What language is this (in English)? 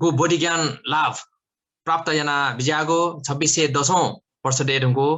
Newari